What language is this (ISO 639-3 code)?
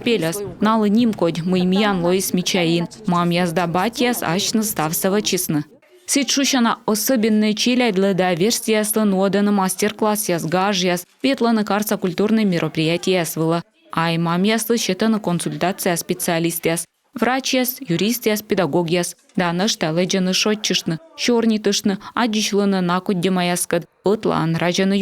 kom